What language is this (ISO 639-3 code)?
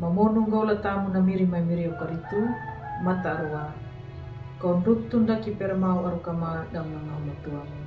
akg